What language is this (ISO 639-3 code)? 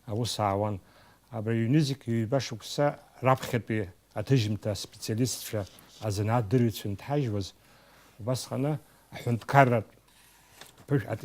abk